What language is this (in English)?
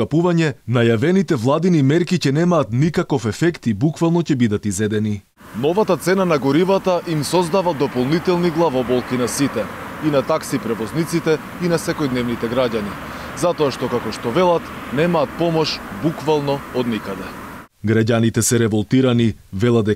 Macedonian